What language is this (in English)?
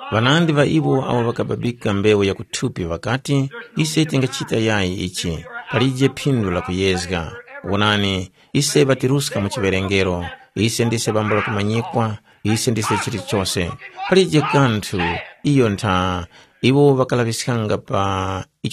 Tumbuka